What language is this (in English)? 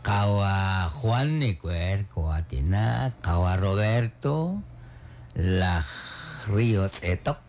Kekchí